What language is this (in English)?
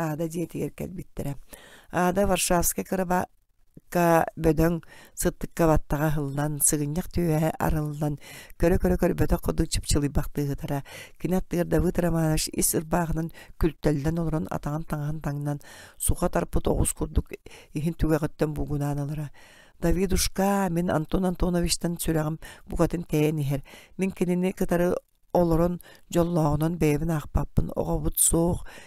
Yakut